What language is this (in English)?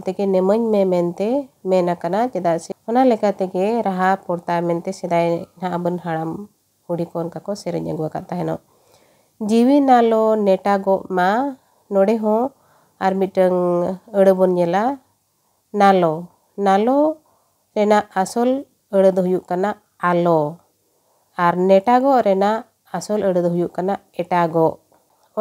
Santali